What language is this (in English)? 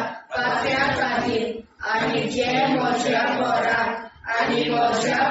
Konkani